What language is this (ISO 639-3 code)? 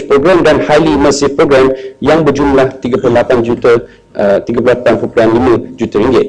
msa